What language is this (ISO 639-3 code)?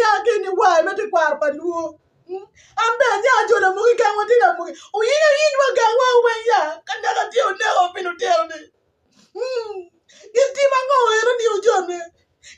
ach